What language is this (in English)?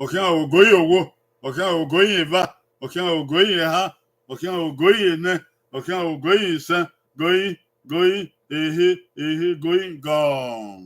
Bini